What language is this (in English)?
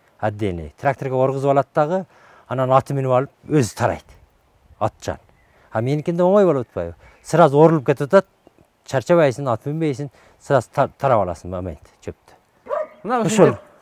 Kyrgyz